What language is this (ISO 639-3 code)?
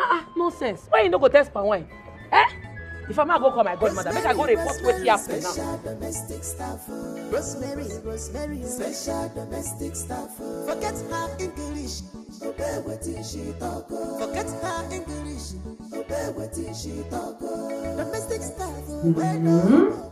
pcm